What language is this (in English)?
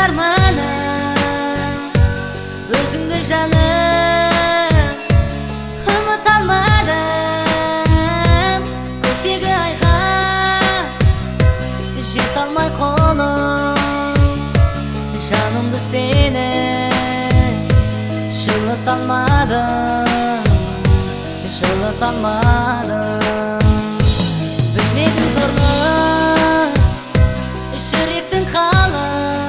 Kazakh